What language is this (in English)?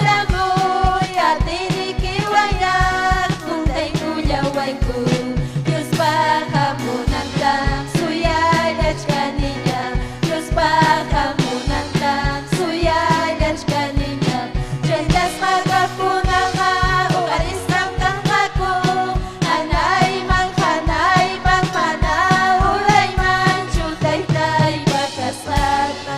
Ayacucho Quechua